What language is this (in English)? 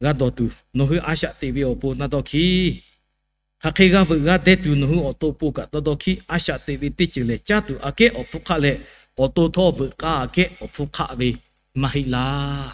Lahu